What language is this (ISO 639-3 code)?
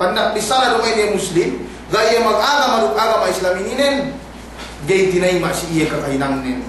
yka